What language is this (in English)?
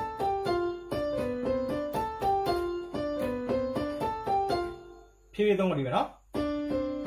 Burmese